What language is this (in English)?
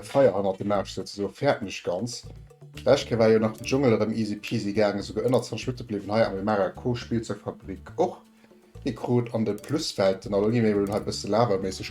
Luxembourgish